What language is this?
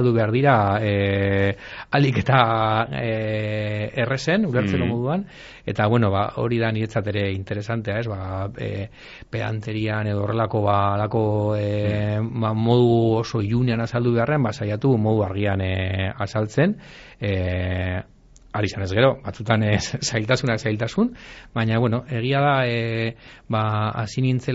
Basque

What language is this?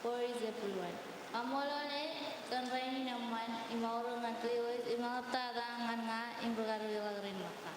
Marshallese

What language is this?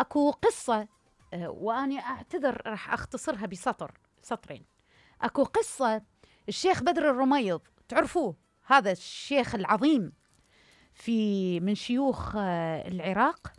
Mesopotamian Arabic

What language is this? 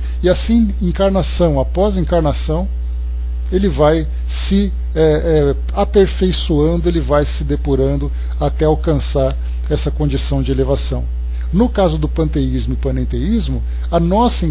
Portuguese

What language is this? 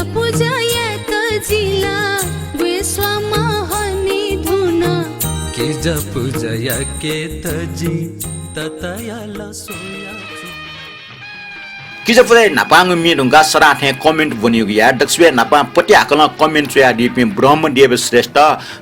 Newari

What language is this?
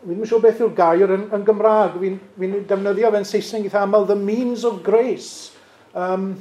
Welsh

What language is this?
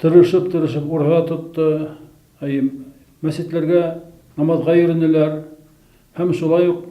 Bashkir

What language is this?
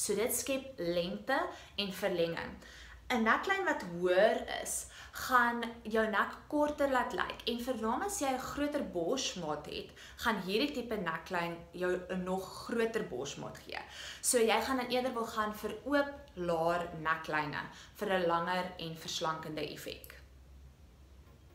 Afrikaans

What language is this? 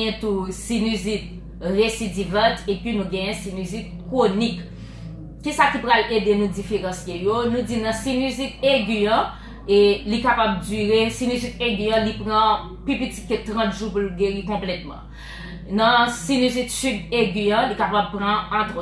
Haitian Creole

